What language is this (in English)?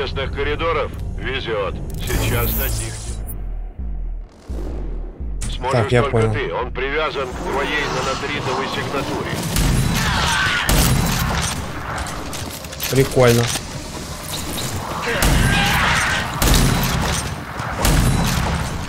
Russian